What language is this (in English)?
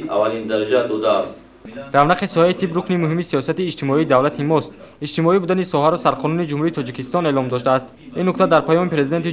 Tajik